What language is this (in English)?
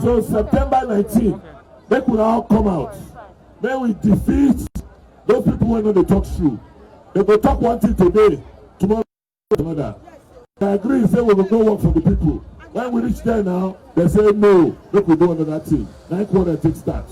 Nigerian Pidgin